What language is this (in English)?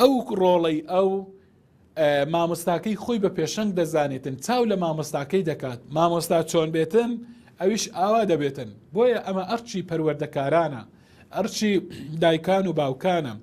Central Kurdish